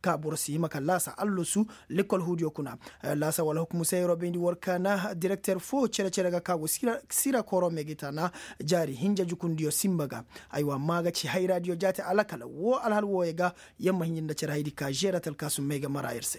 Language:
Koyraboro Senni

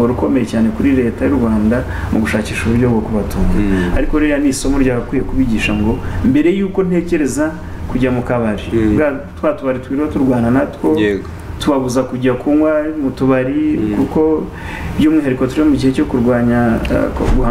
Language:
Kinyarwanda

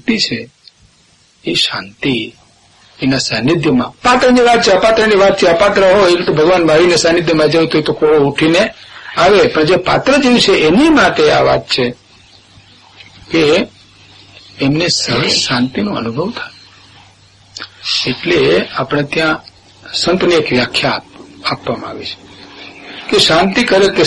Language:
Gujarati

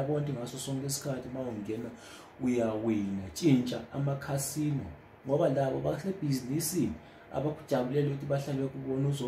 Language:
Zulu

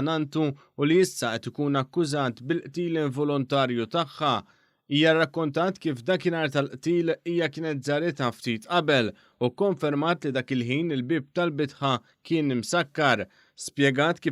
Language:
Maltese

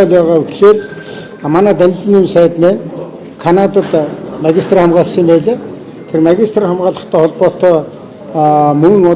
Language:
Mongolian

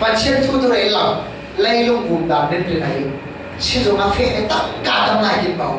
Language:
Falam Chin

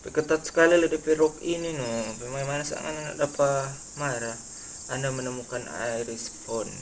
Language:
Manado Malay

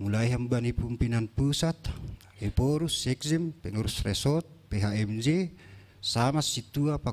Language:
Batak Simalungun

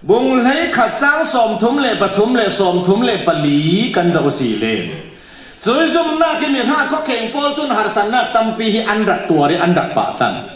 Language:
Falam Chin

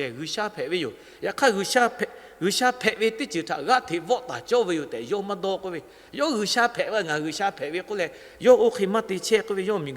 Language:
Lahu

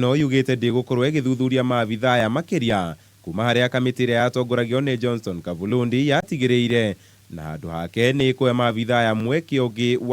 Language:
Kikuyu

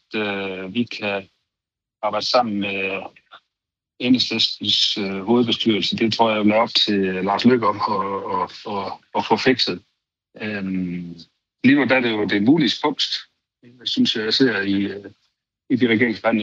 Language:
Danish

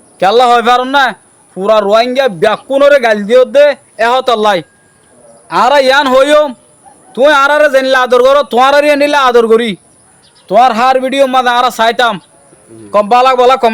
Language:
Rohingya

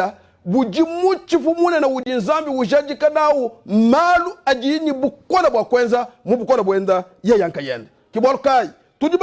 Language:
Luba-Lulua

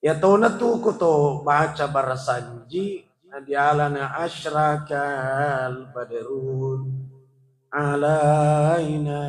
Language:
Buginese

